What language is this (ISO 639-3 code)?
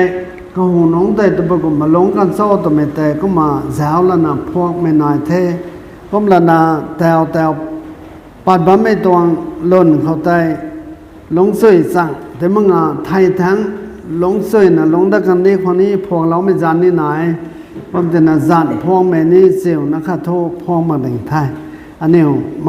nbu